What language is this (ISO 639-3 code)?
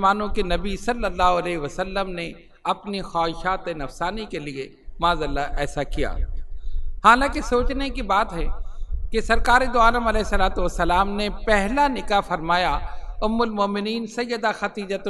urd